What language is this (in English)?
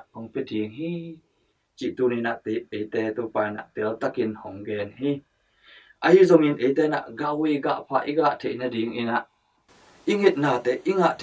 Tedim Chin